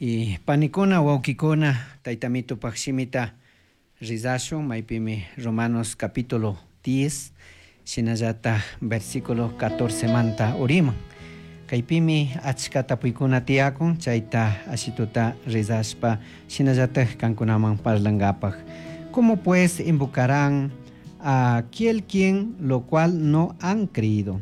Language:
Chimborazo Highland Quichua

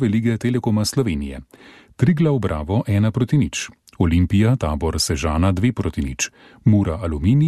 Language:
Slovenian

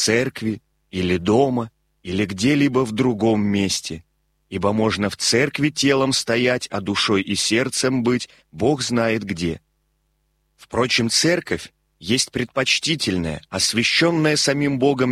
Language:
Russian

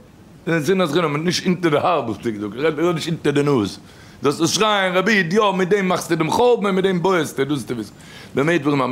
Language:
Yiddish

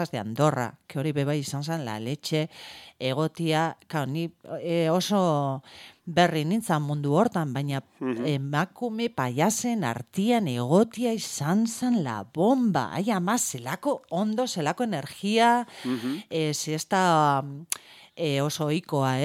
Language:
Basque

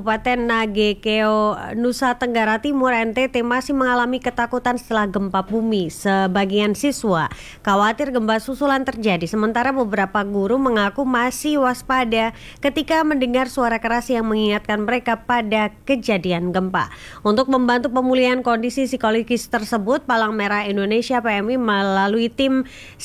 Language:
Indonesian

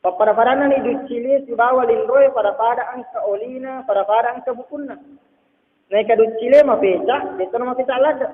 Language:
Buginese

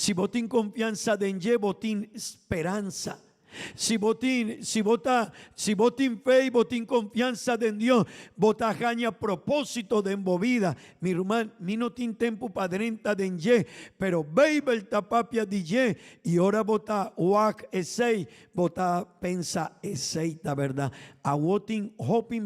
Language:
Papiamento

